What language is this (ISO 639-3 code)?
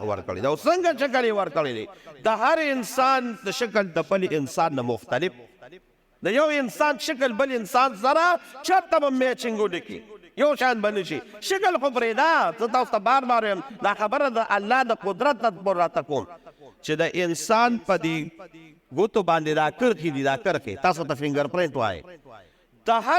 pus